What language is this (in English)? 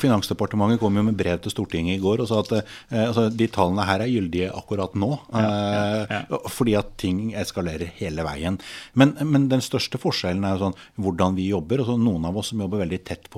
Norwegian